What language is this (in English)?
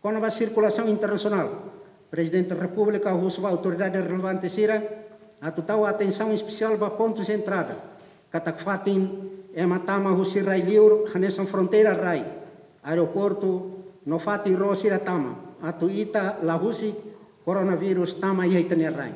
Tetum